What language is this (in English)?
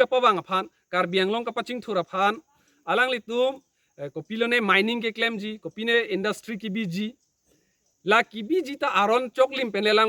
Karbi